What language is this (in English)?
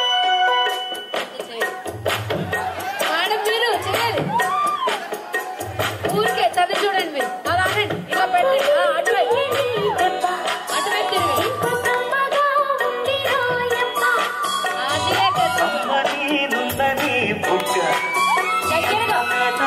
Telugu